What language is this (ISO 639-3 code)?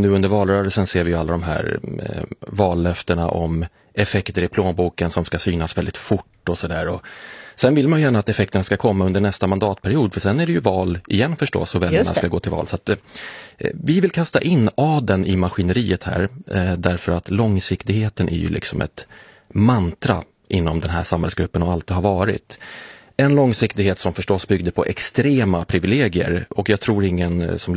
swe